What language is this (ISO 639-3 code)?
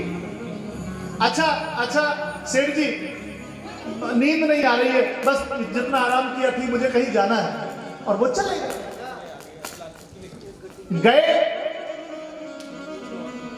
hin